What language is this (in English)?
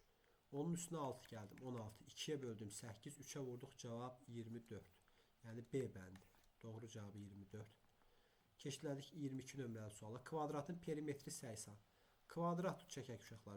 Azerbaijani